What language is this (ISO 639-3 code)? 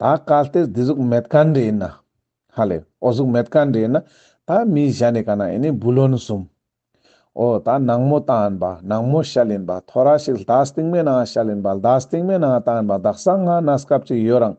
lbj